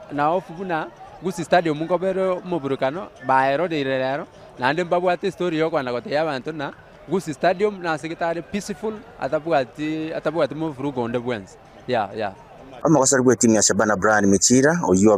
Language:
Gusii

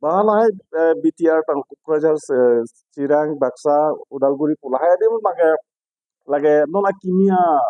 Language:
Karbi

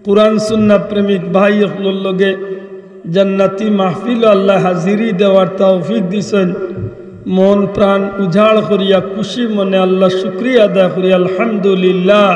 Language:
Sylheti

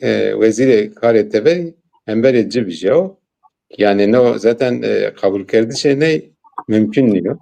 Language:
Zaza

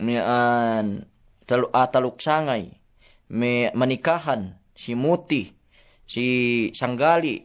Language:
Yakan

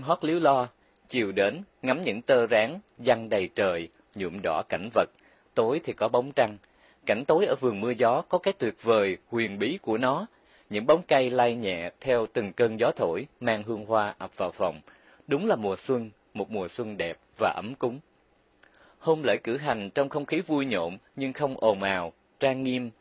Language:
Vietnamese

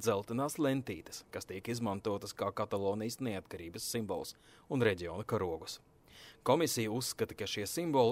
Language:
Latvian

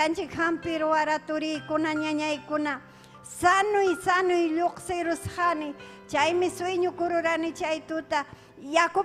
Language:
Ayacucho Quechua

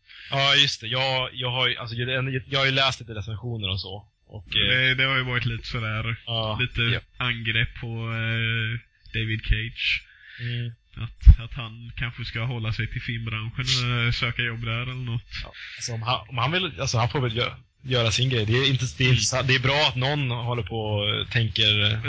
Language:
Swedish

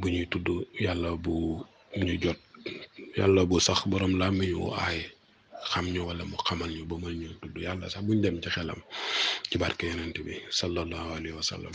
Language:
Wolof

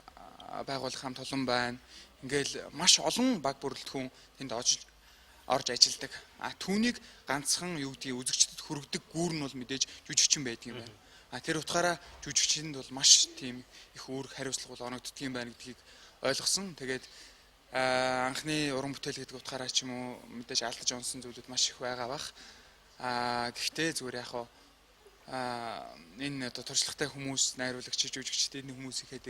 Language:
Mongolian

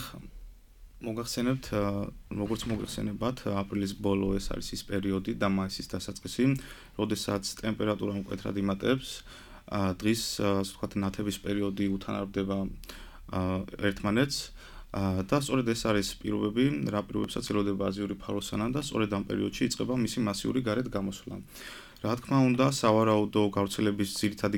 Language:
Georgian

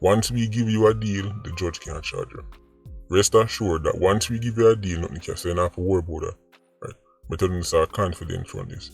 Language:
Jamaican Creole English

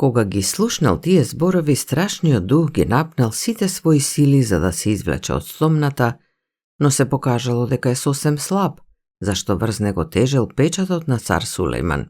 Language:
Macedonian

